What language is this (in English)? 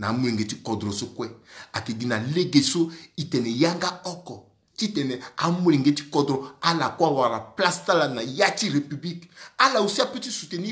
Sango